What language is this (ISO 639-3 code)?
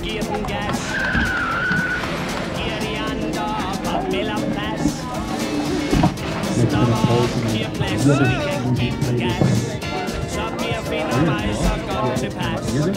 dan